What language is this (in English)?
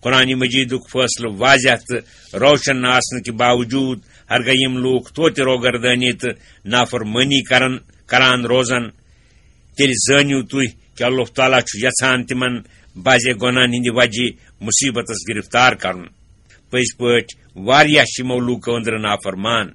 Kashmiri